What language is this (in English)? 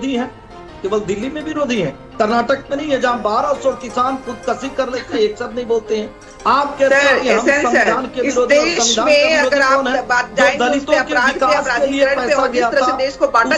Hindi